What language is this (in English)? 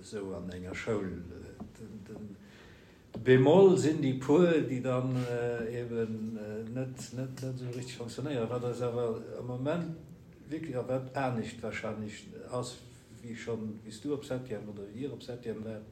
Luxembourgish